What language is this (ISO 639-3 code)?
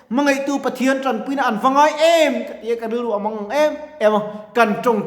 lus